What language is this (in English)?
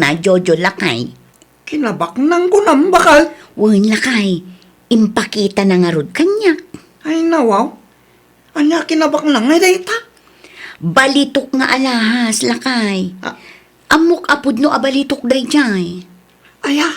Iloko